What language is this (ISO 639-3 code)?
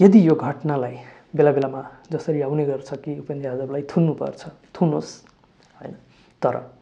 nep